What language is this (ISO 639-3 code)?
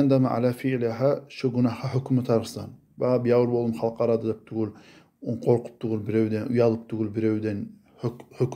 kum